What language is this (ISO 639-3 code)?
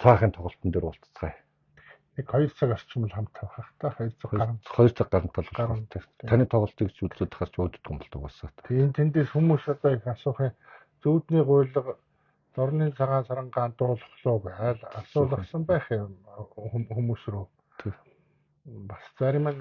mon